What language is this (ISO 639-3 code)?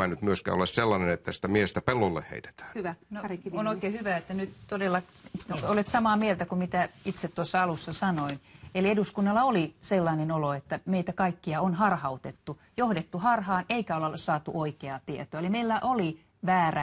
fin